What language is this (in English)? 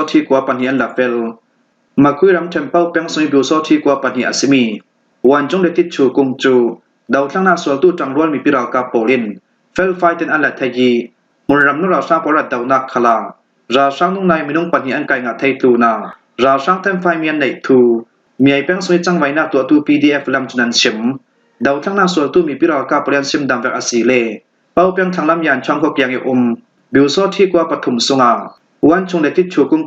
Falam Chin